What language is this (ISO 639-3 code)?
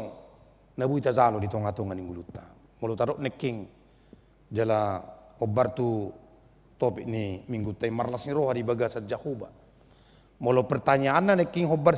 bbc